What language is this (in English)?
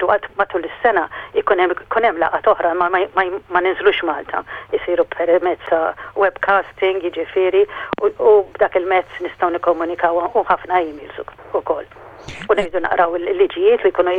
Maltese